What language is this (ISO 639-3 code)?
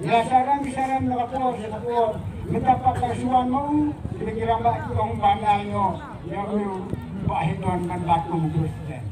kha